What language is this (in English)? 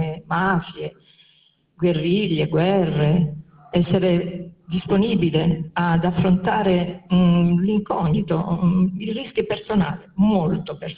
Italian